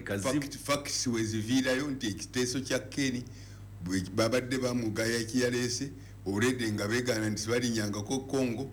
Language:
Ganda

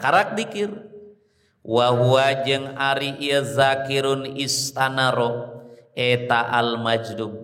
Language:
Sundanese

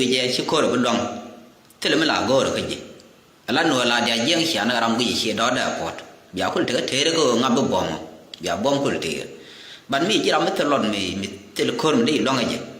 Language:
Nuer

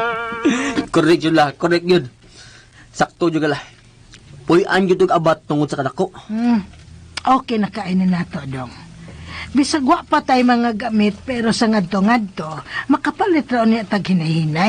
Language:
Cebuano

